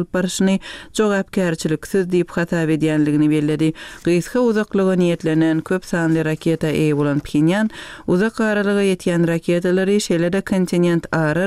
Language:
Turkmen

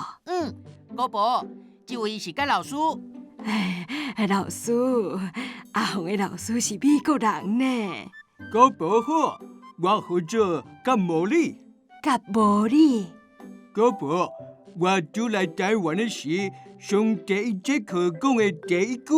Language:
Min Nan Chinese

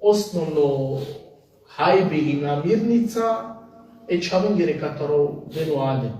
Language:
Balkan Romani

